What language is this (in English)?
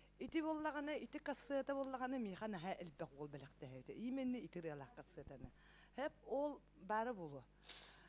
Yakut